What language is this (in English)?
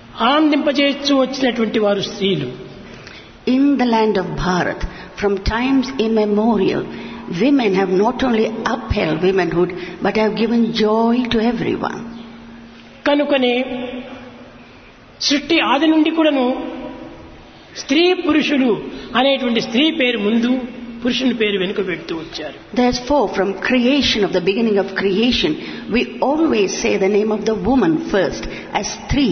Telugu